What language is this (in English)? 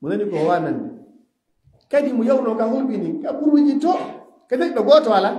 Fula